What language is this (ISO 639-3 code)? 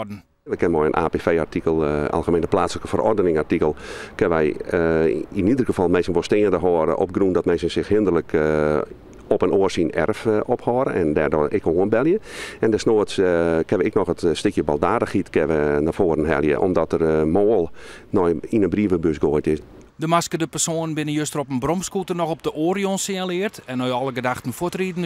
fry